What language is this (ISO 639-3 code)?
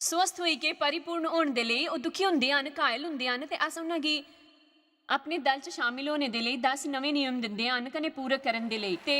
doi